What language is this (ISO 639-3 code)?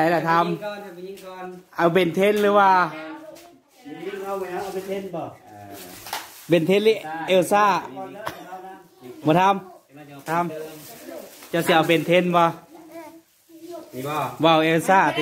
tts